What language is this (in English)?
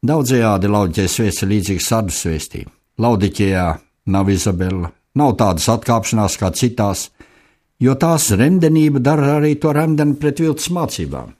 Latvian